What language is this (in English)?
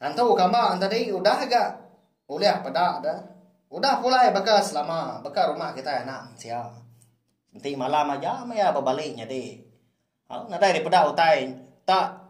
Iban